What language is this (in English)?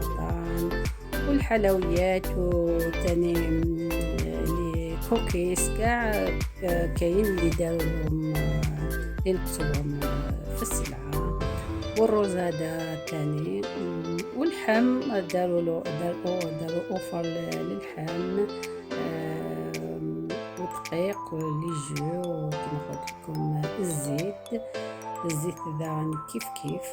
Algerian Arabic